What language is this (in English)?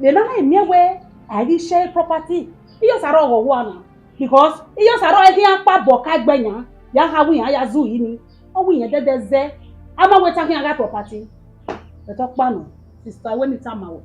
Bini